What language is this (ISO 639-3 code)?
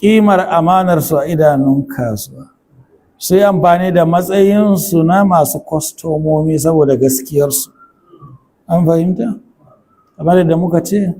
hau